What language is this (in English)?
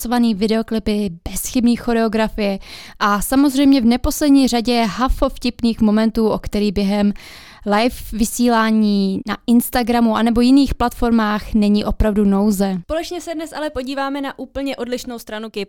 Czech